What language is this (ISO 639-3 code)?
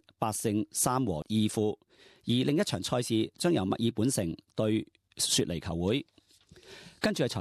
yue